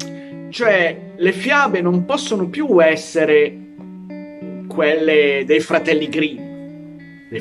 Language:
Italian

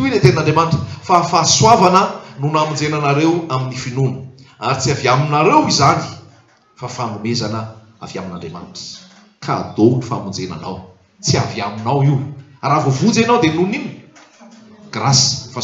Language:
Malagasy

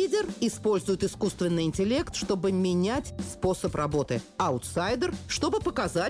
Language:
Russian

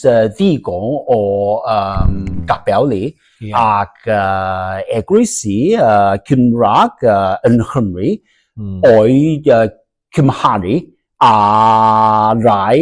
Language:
Welsh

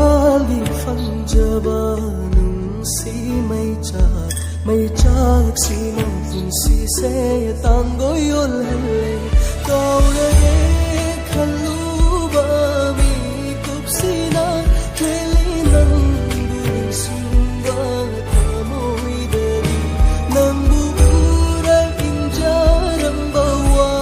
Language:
Manipuri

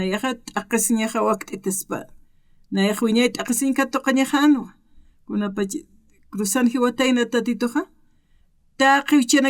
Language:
Aymara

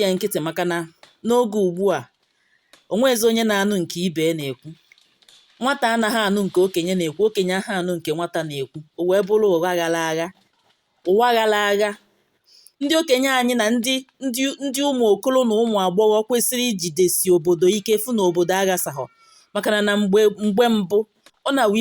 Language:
Igbo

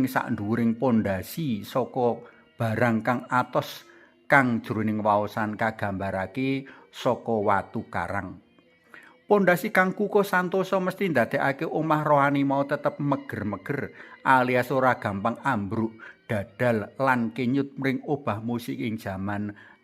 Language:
Javanese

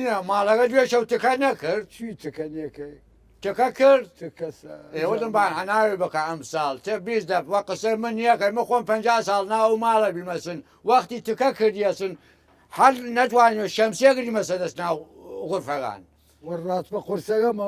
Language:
Southern Kurdish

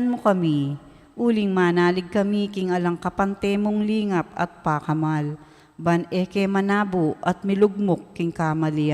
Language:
Pampanga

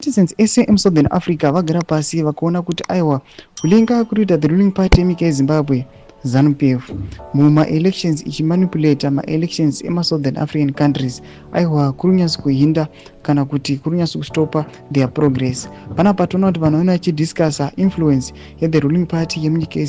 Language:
Shona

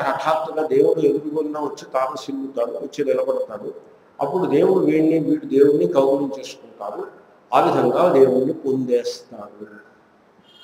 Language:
Telugu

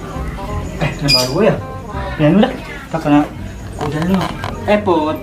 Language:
Betawi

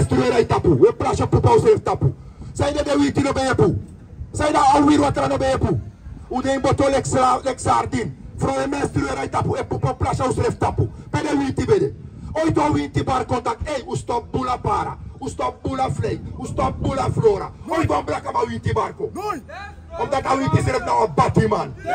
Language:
Sranan Tongo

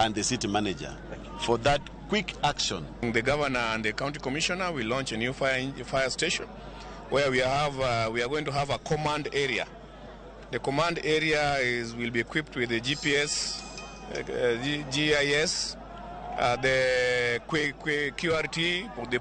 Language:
Luo (Kenya and Tanzania)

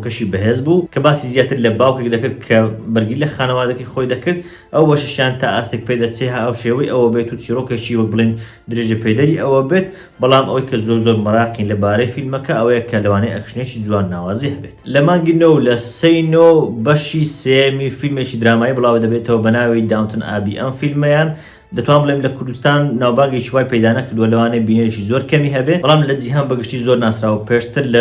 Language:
Central Kurdish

